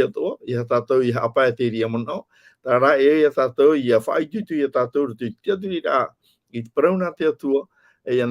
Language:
Tahitian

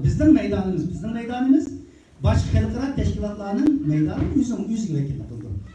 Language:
Uyghur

